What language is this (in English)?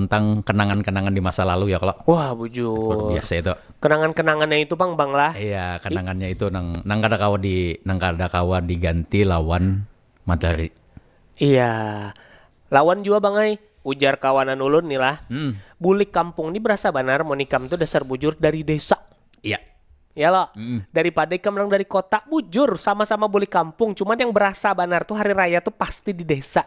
Banjar